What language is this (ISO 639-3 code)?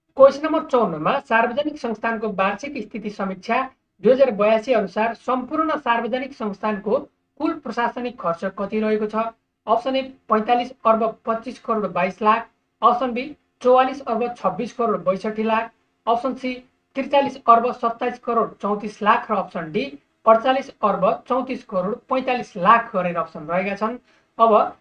nep